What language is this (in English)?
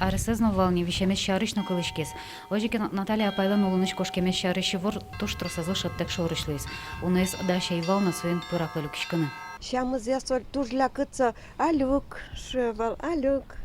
Udmurt